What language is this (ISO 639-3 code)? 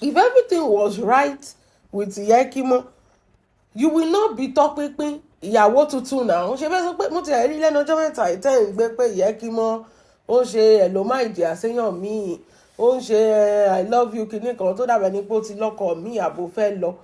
yor